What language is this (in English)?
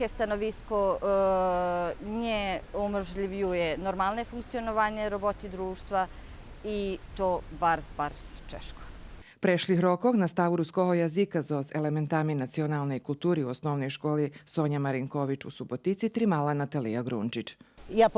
Rusyn